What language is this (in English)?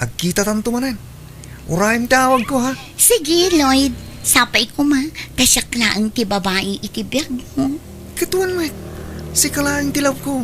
Iloko